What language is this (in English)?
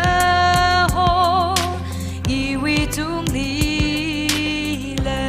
Tangkhul Naga (India)